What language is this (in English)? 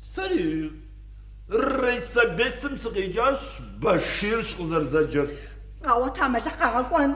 Kabardian